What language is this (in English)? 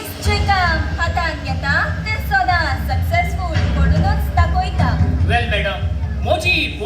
Konkani